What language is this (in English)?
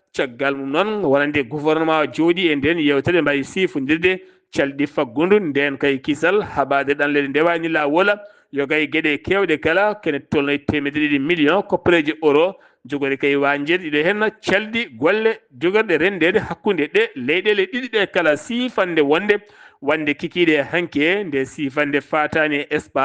Fula